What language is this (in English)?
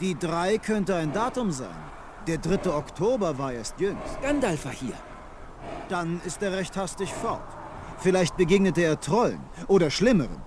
Bavarian